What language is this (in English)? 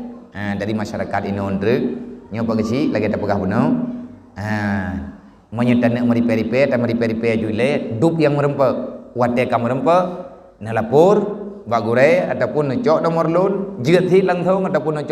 Achinese